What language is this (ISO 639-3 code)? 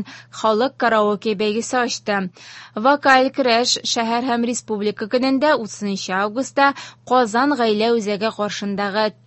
tat